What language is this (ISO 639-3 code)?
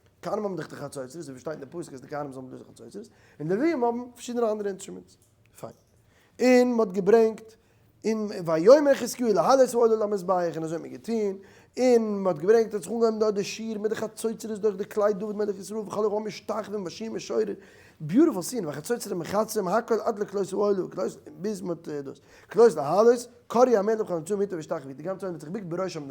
yid